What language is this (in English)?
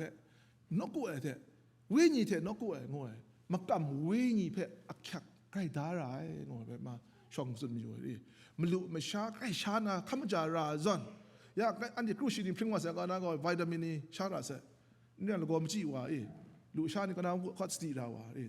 Kachin